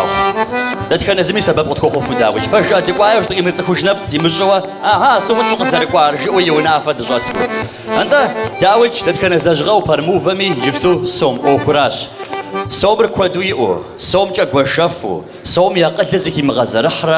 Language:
Kabardian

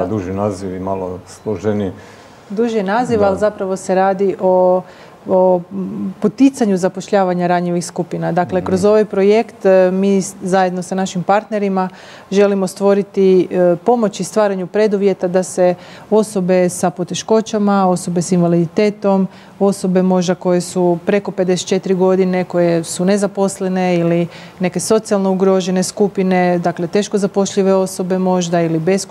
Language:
Croatian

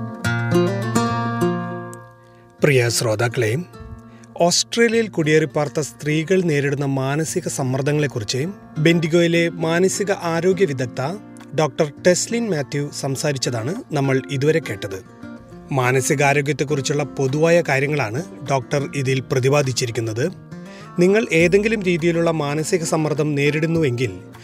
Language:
Malayalam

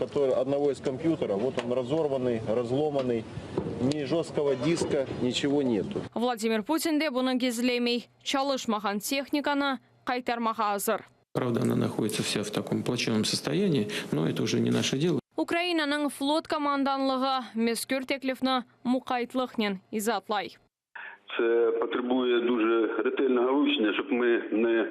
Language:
Crimean Tatar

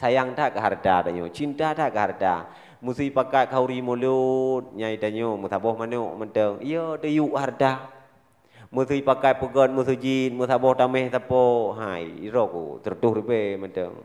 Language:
Achinese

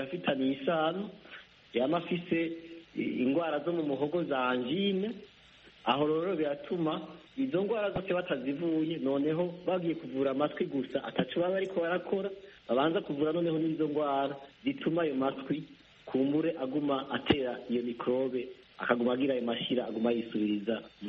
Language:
Kinyarwanda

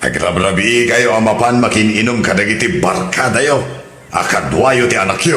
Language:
Iloko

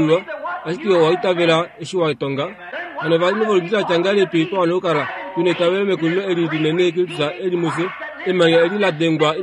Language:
Kuanyama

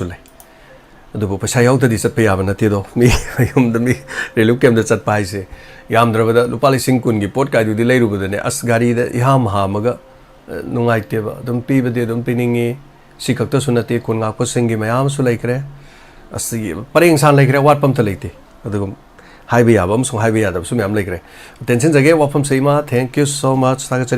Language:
Manipuri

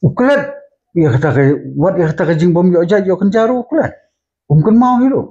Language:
Khasi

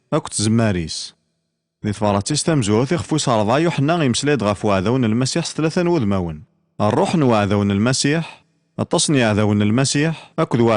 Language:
Kabyle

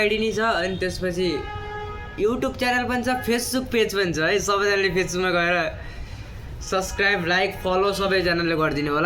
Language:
Nepali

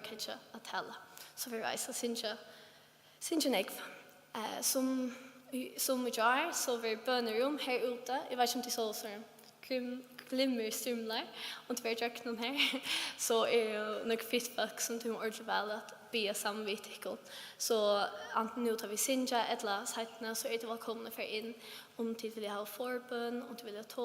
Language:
Faroese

